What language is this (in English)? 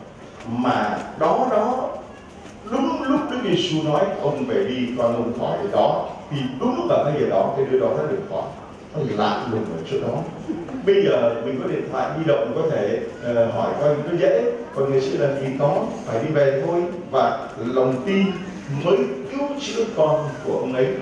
Vietnamese